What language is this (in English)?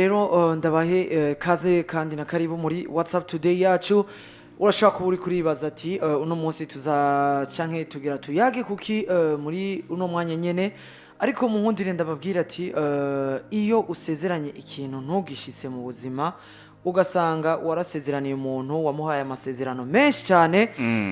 Rundi